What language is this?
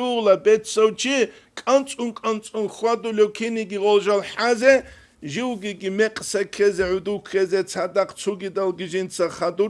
Avaric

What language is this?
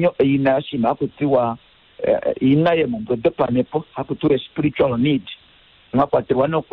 Kuanyama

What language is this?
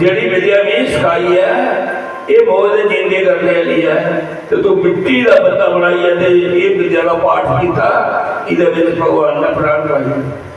Dogri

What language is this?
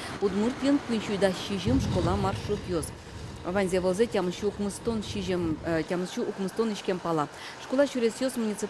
Udmurt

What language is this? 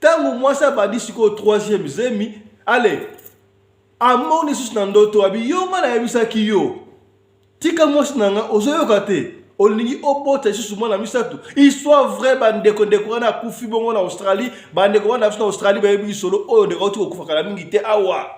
Lingala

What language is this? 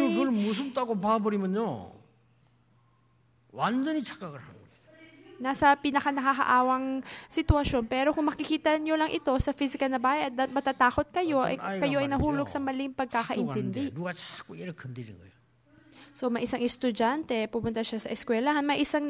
Filipino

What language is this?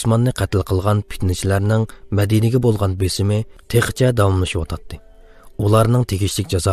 Uyghur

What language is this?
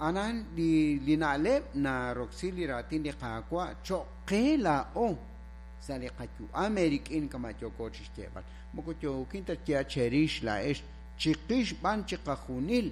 Kekchí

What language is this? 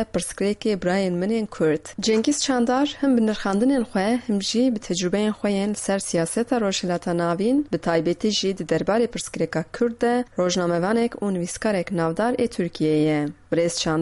Kurdish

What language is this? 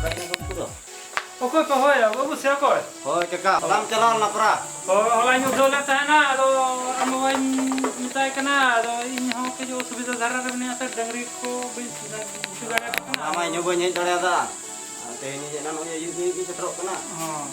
Santali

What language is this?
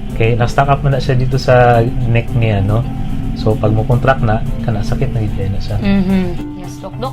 Cebuano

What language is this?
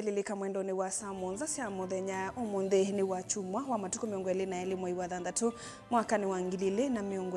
Kamba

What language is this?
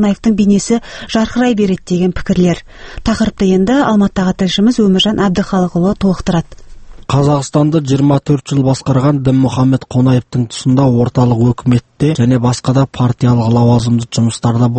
Kazakh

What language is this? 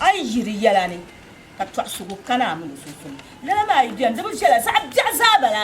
Dagbani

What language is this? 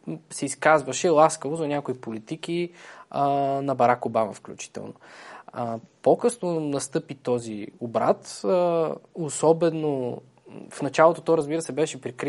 Bulgarian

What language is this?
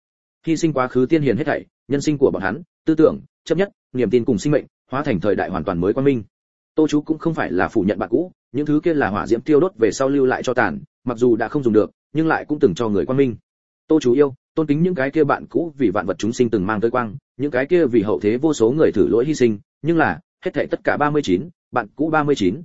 Vietnamese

